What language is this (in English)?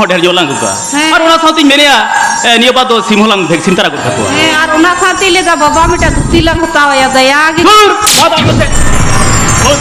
Santali